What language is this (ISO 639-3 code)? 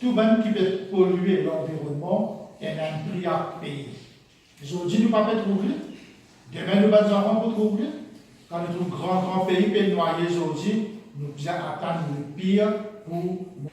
mfe